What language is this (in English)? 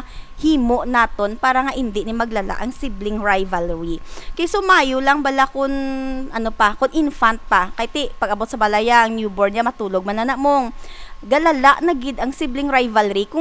Hiligaynon